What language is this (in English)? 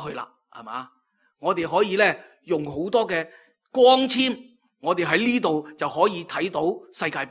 Cantonese